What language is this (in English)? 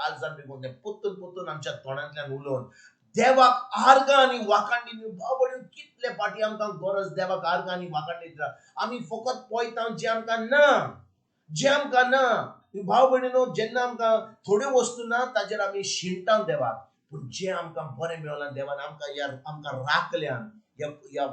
Konkani